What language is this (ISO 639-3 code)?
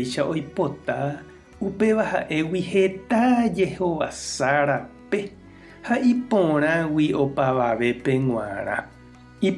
grn